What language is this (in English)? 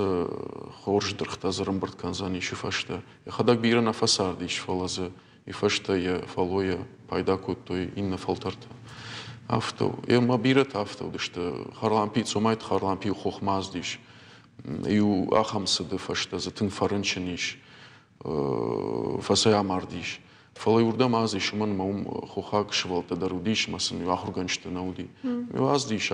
Ossetic